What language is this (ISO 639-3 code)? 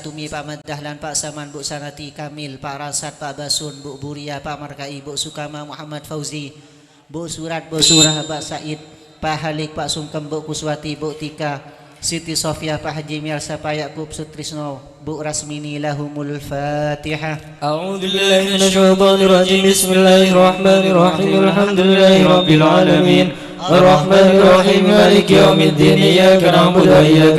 mad